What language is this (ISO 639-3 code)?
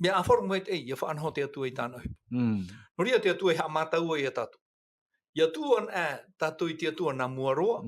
tah